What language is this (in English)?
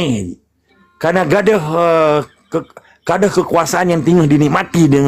Achinese